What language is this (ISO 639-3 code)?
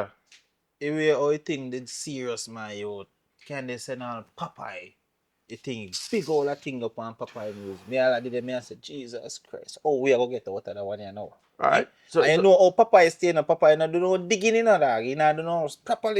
jam